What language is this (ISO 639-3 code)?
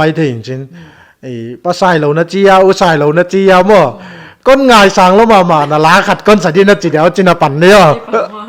pck